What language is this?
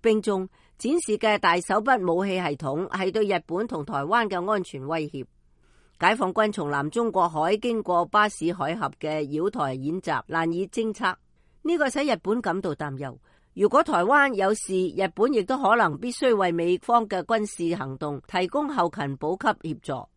Cantonese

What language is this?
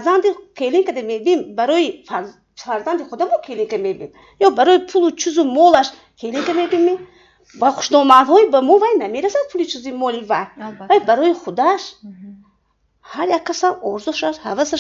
Tajik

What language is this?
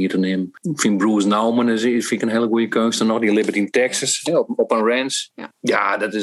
Western Frisian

